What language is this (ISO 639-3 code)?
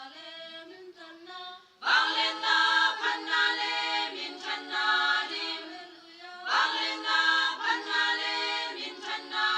ctd